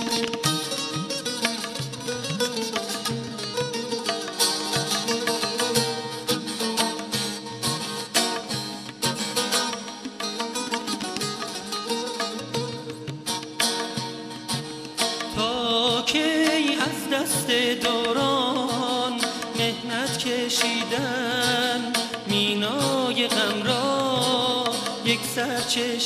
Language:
Persian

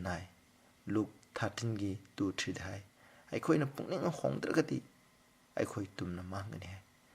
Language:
Manipuri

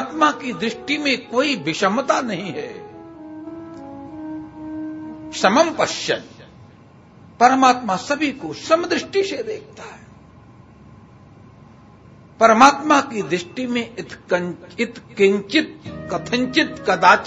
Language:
Hindi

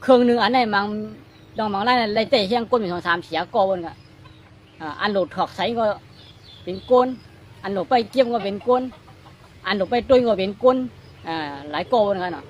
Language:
Shan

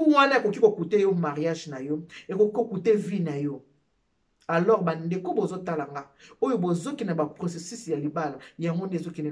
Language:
Lingala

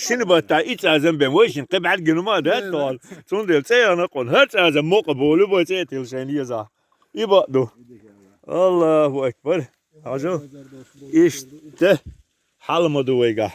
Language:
Chechen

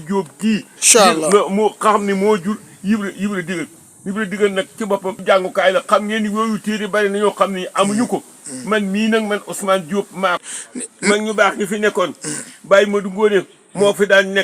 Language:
Wolof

